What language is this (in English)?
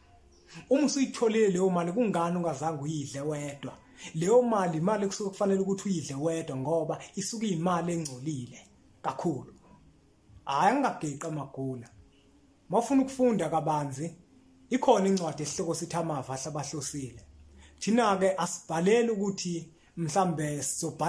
Zulu